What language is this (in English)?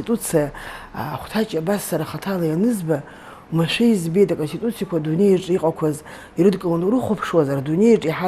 Abkhazian